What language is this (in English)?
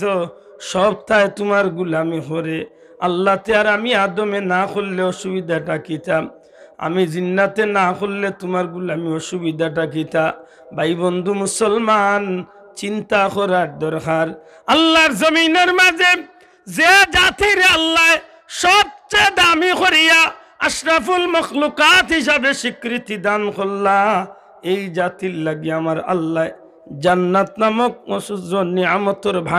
Sylheti